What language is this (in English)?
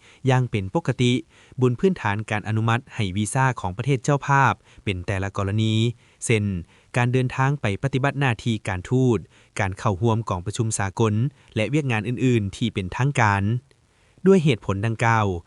Lao